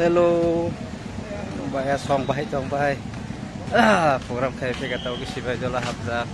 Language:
Kok Borok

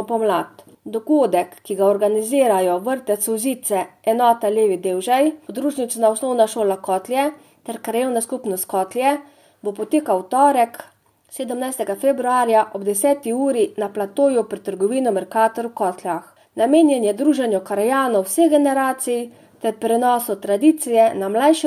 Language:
Slovenian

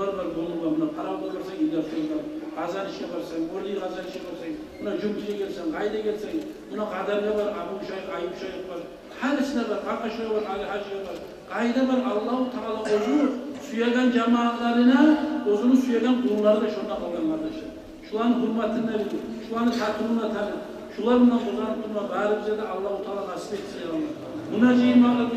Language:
Kumyk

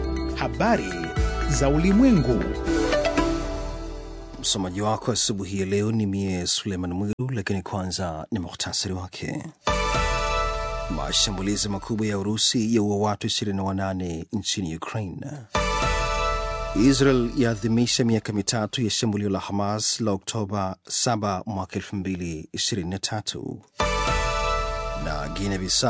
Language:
Swahili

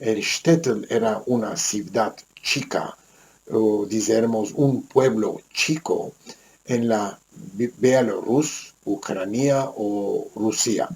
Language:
Ladino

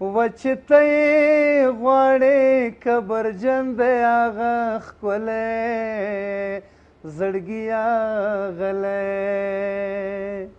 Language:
Pashto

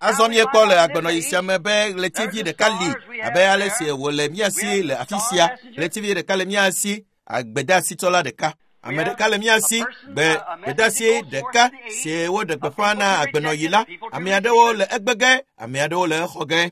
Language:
Ewe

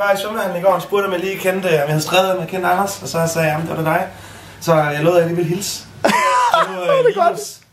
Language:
Danish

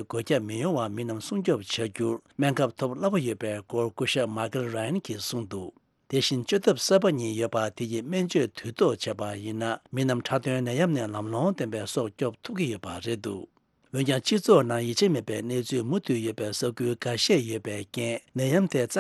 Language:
Tibetan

